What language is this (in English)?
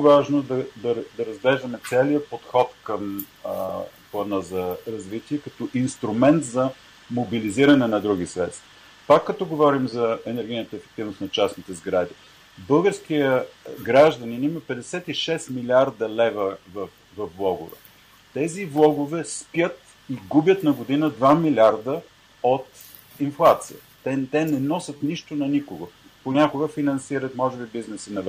Bulgarian